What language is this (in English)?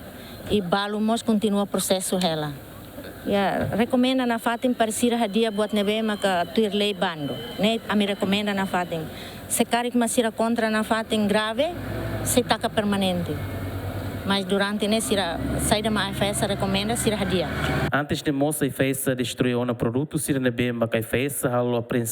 Tetum